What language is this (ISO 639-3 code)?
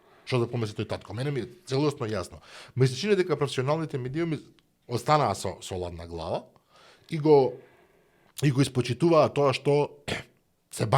mkd